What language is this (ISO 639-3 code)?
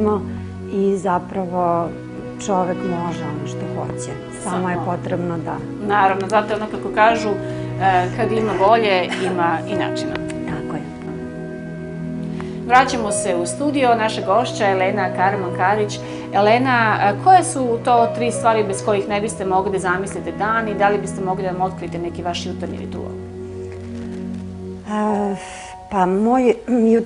srp